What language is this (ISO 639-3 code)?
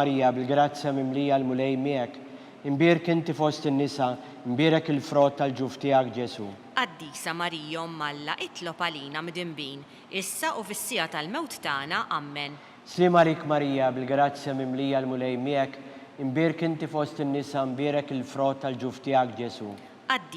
mlt